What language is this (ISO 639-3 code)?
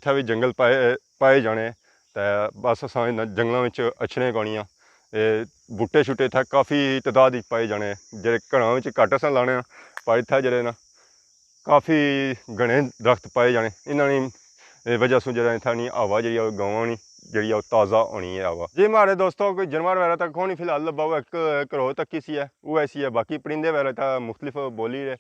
phr